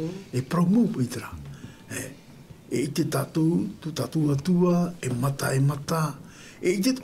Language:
Tahitian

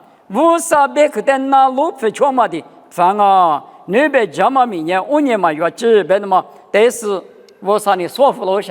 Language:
Lisu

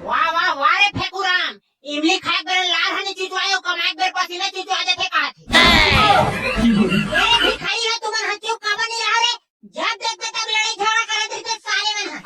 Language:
Chhattisgarhi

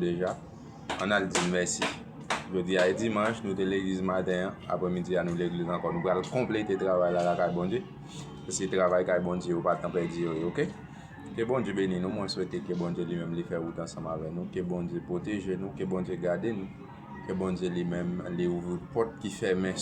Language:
Haitian Creole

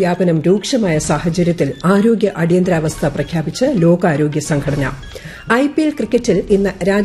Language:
Malayalam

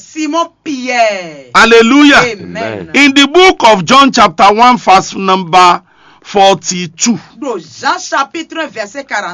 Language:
Fon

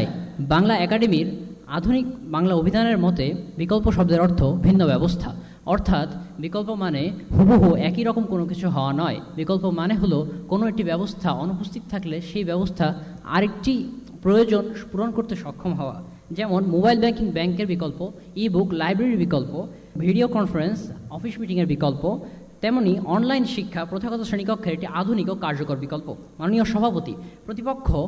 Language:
Bangla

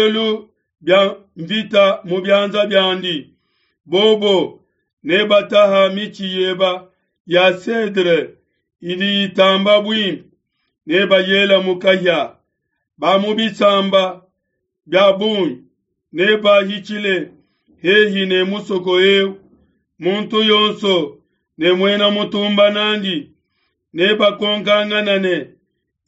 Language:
Luba-Lulua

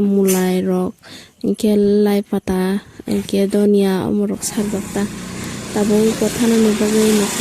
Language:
Kok Borok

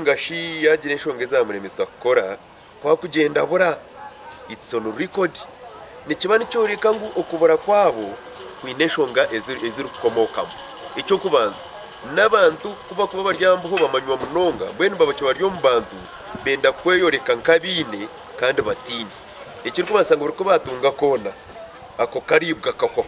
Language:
Nyankole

